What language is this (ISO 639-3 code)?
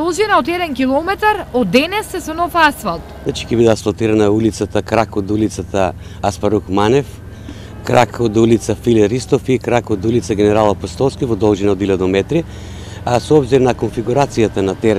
mkd